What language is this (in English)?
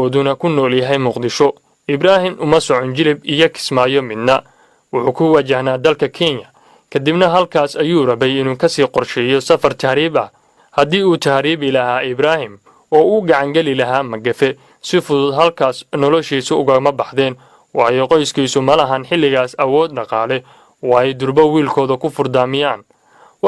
Somali